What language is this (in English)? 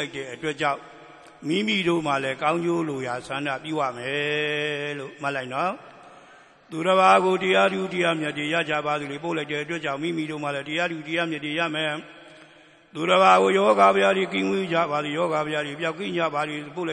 Burmese